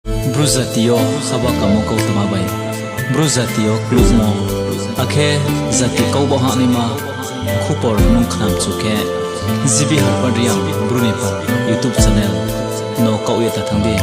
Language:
Riang (India)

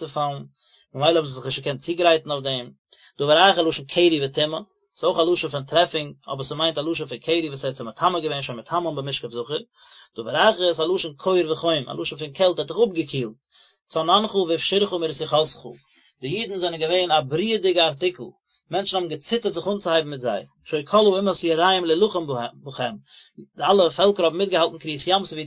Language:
Yiddish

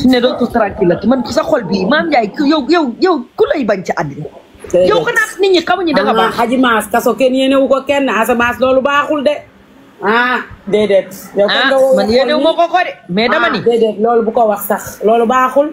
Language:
Wolof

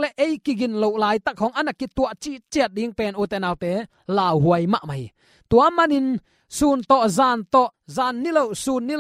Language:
Tedim Chin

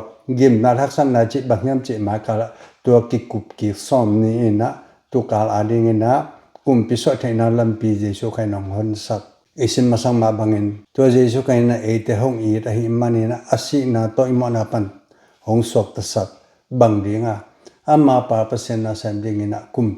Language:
Tedim Chin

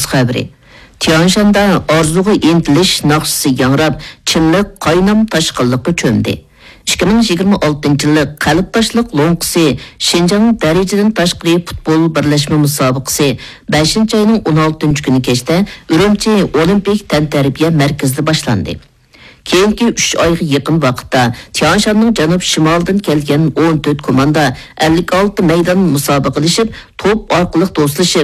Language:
Uyghur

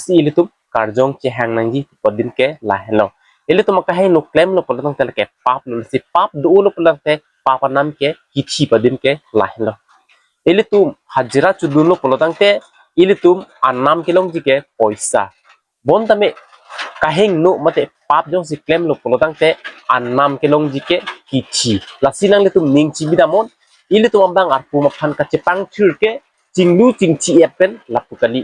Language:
Karbi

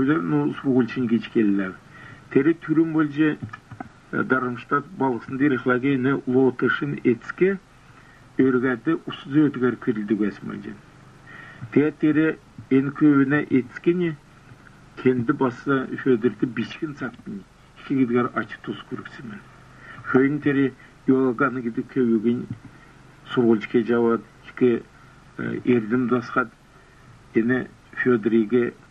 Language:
Kalmyk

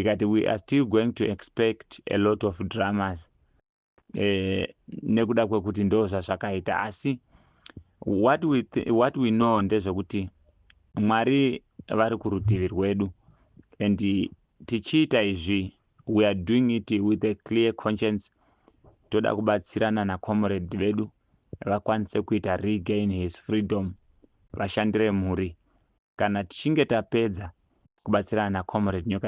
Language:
Shona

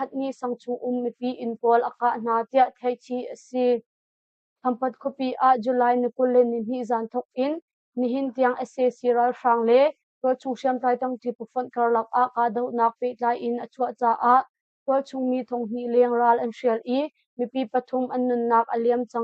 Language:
Hakha Chin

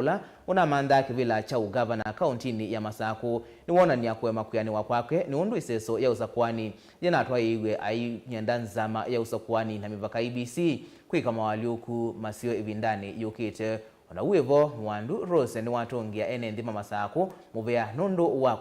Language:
Kamba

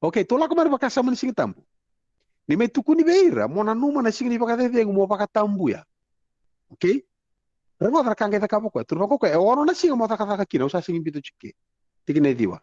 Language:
Fijian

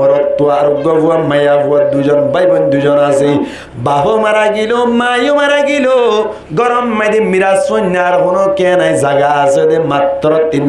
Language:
Rohingya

